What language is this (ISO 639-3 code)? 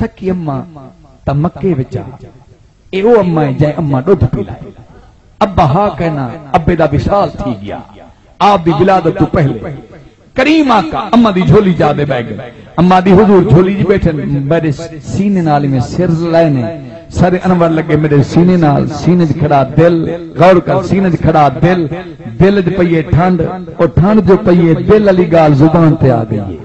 skr